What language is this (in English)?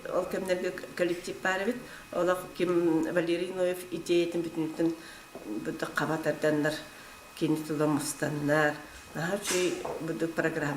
Yakut